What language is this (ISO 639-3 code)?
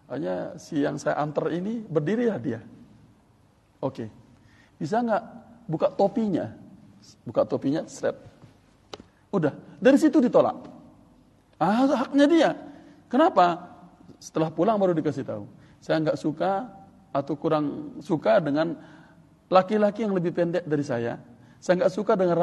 ind